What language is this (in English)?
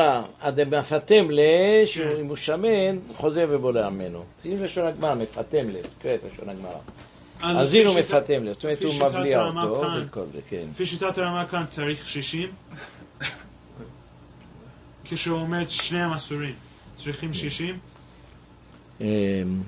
Hebrew